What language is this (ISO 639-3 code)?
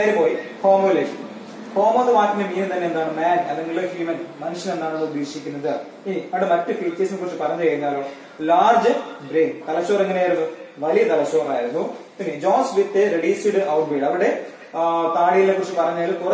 mal